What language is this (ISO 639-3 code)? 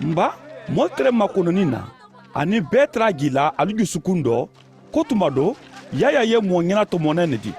man